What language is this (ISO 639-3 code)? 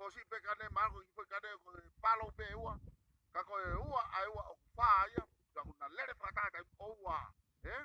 ton